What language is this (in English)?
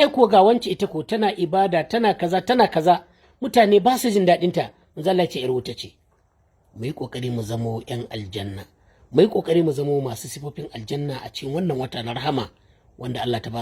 Hausa